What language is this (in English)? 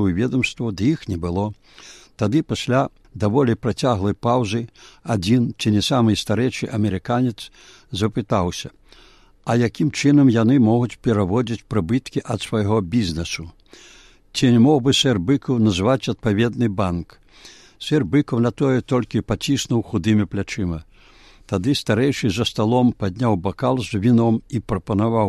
Belarusian